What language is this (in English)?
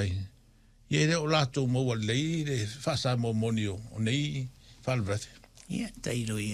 Samoan